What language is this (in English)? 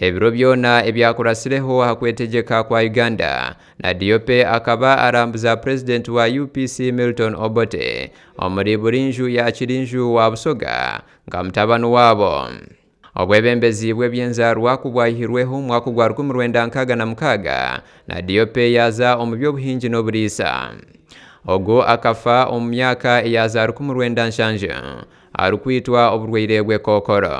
Nyankole